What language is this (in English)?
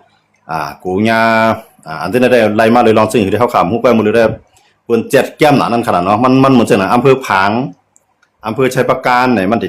Shan